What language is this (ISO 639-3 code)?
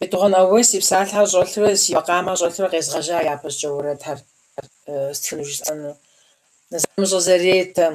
kbd